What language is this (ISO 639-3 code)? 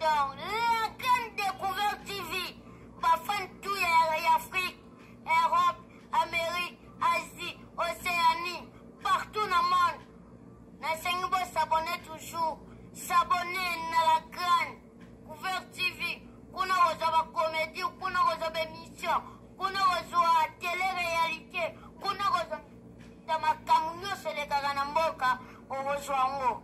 lin